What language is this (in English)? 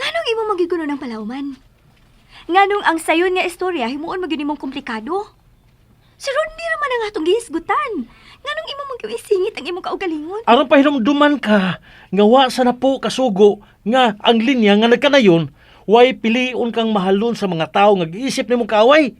Cebuano